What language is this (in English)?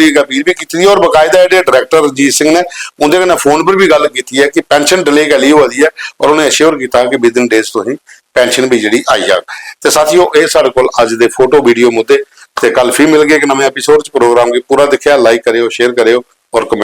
Dogri